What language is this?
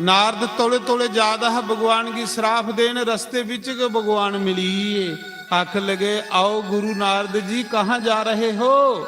Dogri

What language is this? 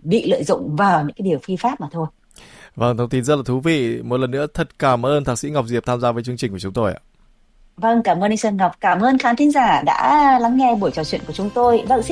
Vietnamese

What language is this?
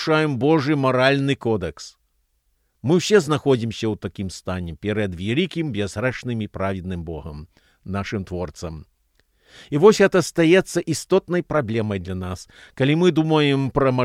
Belarusian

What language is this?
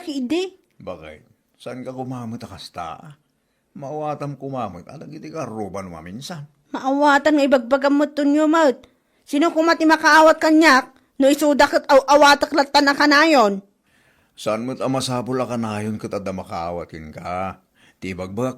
Iloko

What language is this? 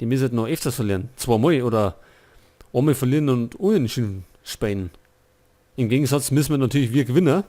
Bavarian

